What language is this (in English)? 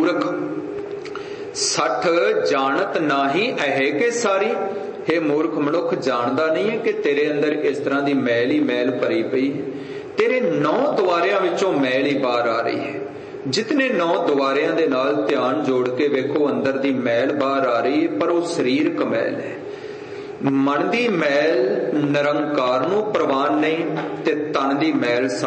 Punjabi